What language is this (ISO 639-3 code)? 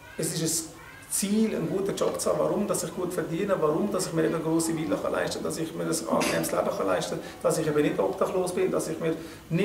gsw